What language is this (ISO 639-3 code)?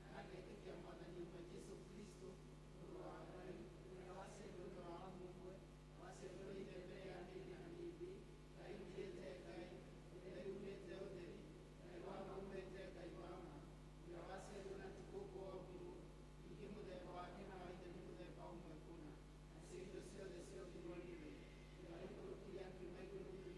kik